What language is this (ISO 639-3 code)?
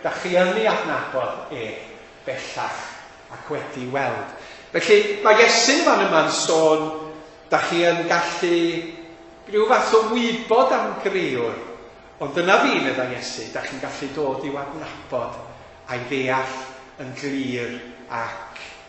cym